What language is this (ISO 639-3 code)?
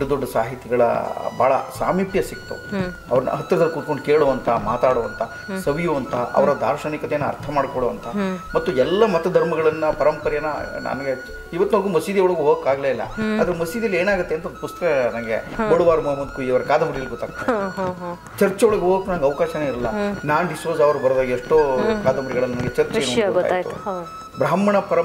kan